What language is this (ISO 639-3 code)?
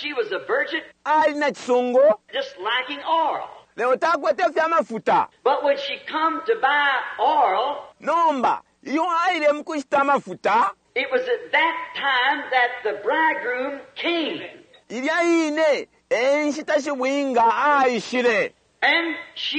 bem